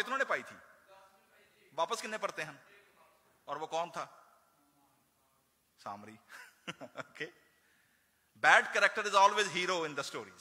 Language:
Urdu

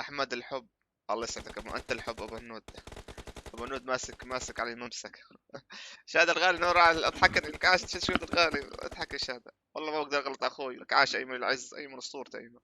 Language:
North Levantine Arabic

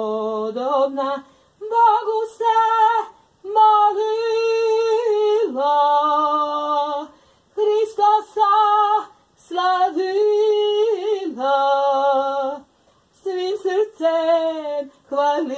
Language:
Serbian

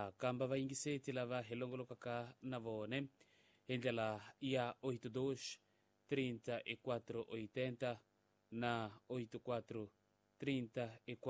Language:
Tsonga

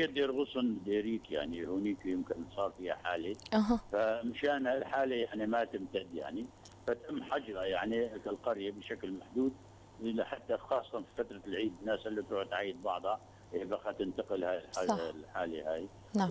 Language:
North Levantine Arabic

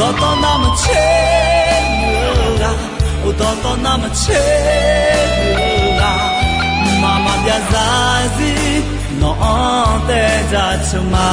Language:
Akha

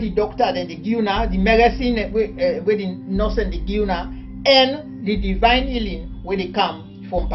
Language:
Krio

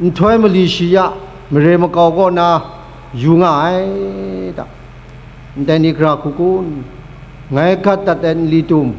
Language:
Kachin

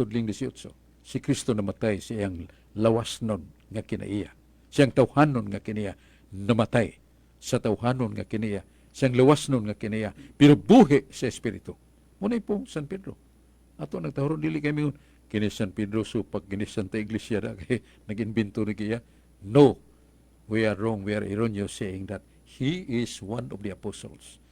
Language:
Cebuano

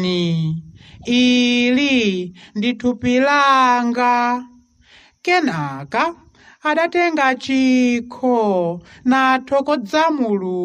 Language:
Nyanja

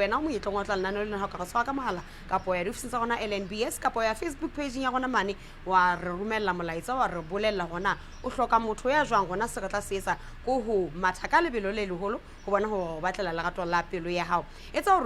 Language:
Southern Sotho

